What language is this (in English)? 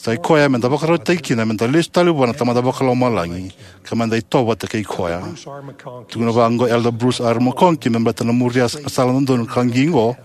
Fijian